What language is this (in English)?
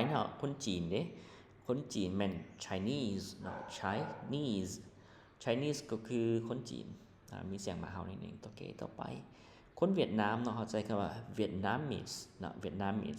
Lao